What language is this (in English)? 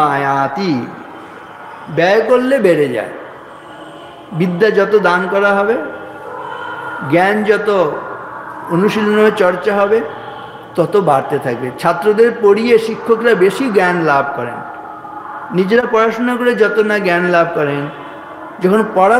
Bangla